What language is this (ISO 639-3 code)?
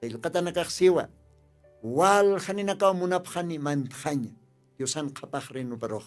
aym